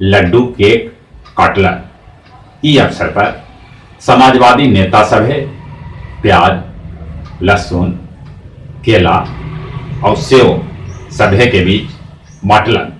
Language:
Magahi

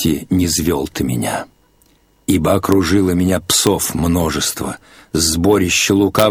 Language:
Russian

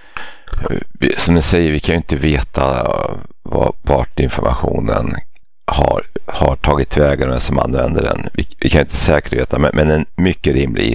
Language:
Swedish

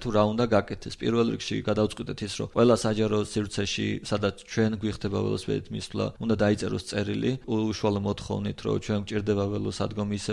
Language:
Georgian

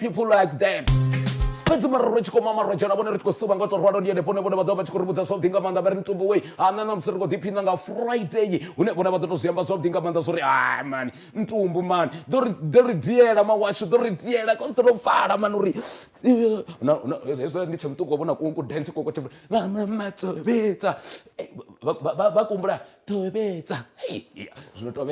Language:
Venda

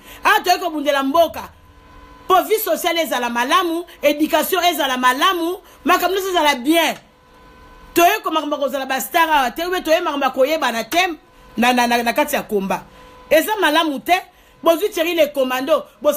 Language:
Lingala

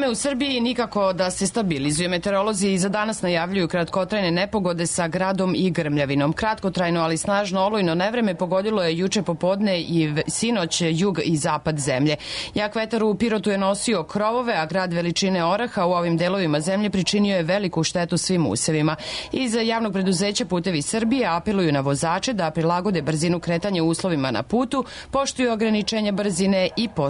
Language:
Serbian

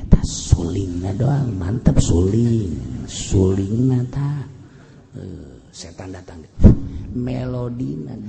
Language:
Sundanese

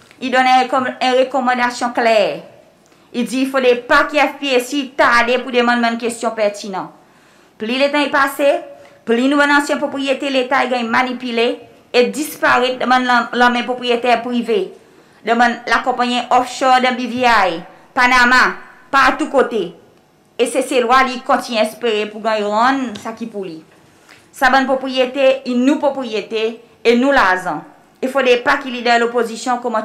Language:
Seselwa Creole French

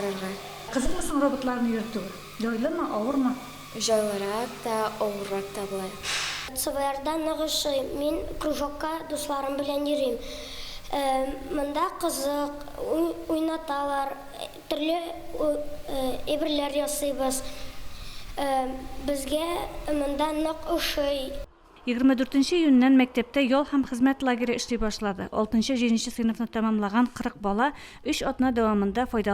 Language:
Tatar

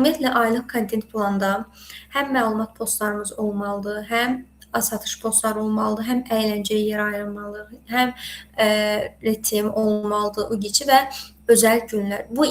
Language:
Azerbaijani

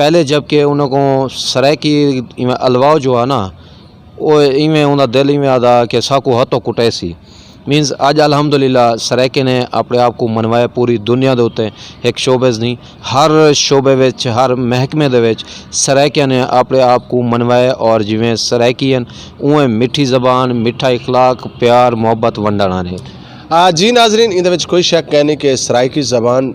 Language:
Saraiki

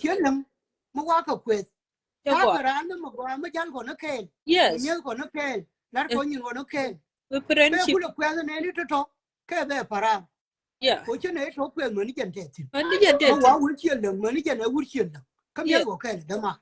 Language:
Nuer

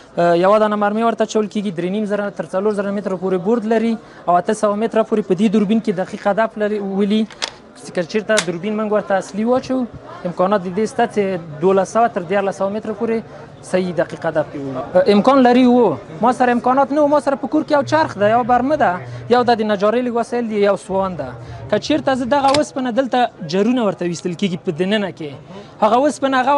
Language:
Pashto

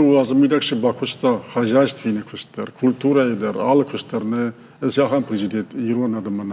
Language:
Ossetic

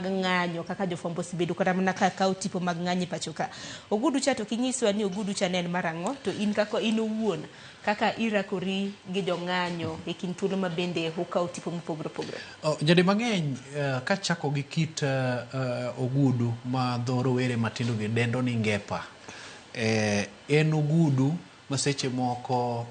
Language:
Luo (Kenya and Tanzania)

